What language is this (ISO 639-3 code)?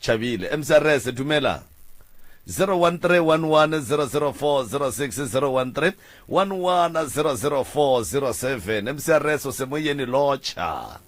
nso